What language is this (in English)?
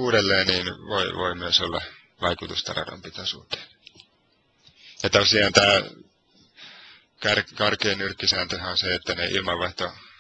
Finnish